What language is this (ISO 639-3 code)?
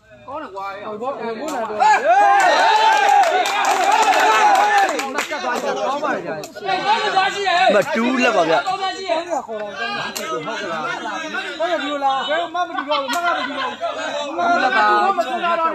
mya